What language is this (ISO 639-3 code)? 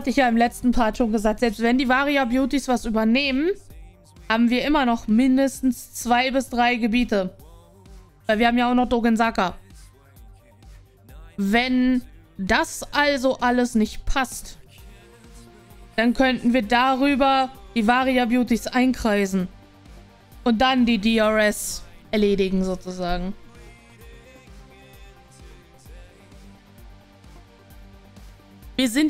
deu